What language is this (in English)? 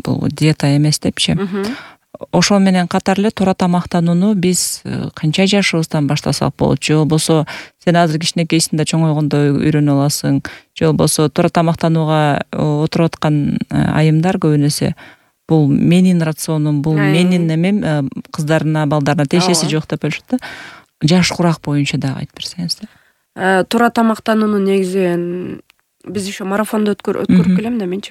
Kyrgyz